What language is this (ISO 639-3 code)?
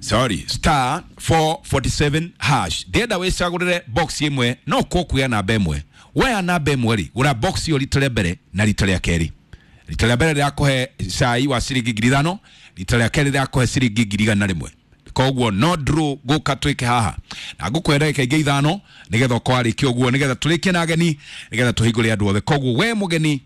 kik